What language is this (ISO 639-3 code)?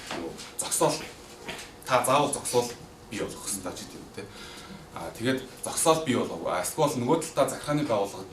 mon